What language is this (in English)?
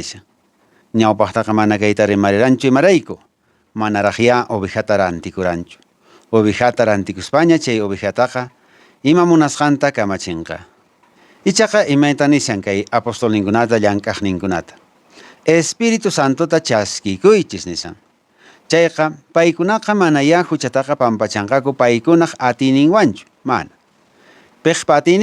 Quechua